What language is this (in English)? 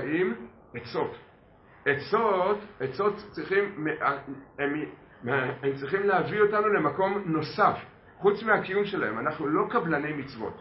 Hebrew